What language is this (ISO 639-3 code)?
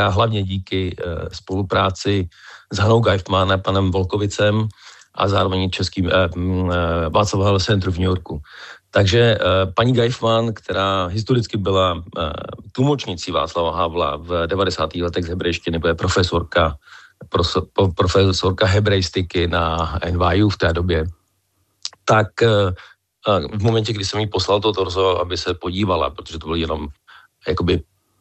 ces